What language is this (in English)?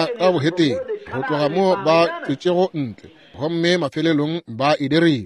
Northern Sotho